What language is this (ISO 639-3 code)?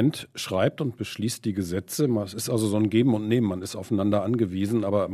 deu